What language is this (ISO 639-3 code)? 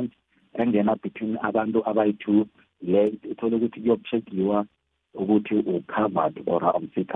nbl